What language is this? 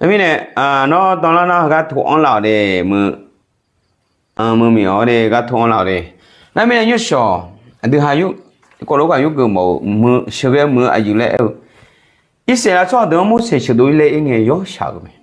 Akha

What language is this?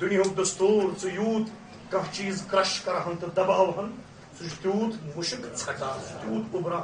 Kashmiri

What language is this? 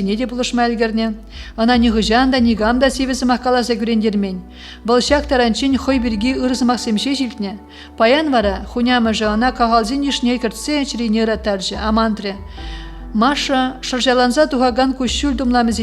Chuvash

